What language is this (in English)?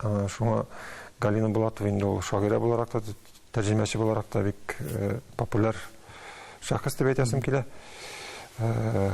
Tatar